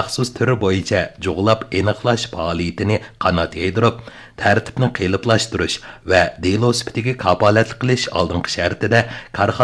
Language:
Uyghur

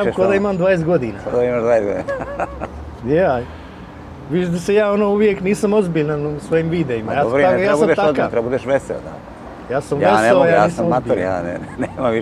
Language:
Bosnian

